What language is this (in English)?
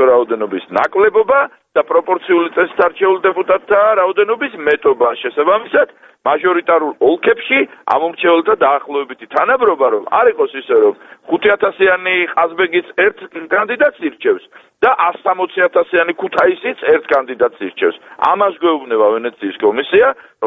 Georgian